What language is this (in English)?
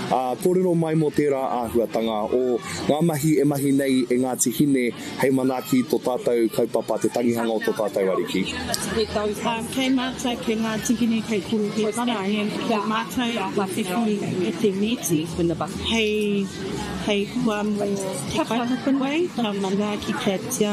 Māori